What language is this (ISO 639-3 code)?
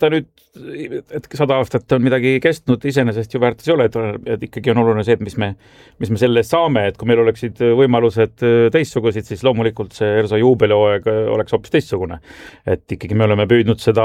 est